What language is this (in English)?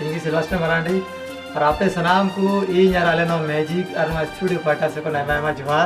Santali